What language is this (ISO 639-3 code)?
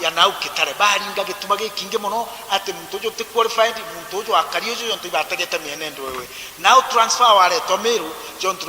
mer